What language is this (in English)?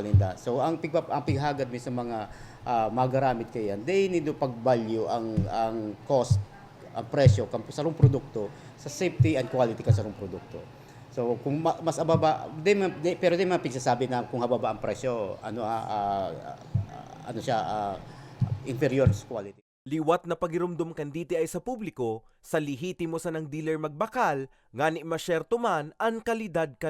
Bikol